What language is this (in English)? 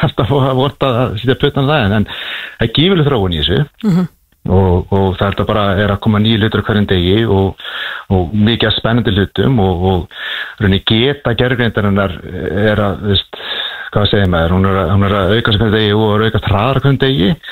Icelandic